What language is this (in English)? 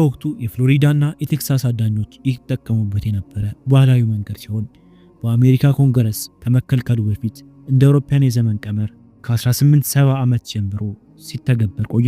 Amharic